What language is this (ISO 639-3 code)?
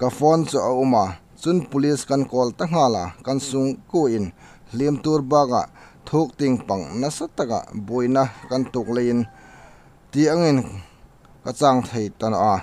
hmr